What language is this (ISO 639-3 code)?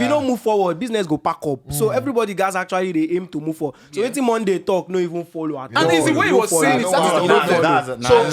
pcm